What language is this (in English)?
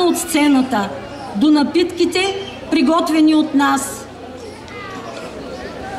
Bulgarian